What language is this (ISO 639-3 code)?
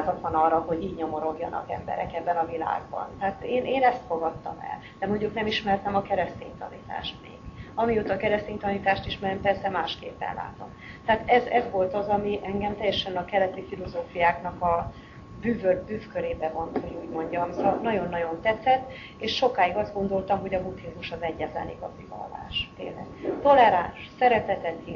hun